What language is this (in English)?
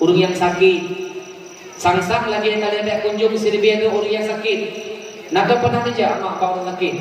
Achinese